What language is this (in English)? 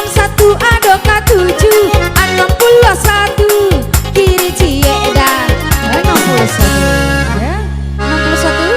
Minangkabau